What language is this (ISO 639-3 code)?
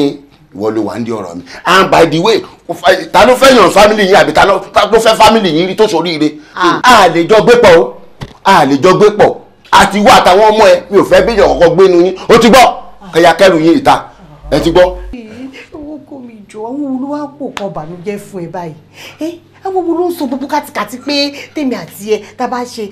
yor